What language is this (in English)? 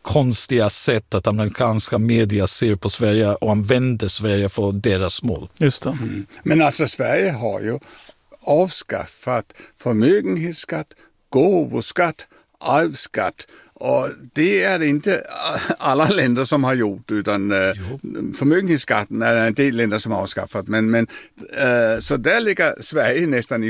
Swedish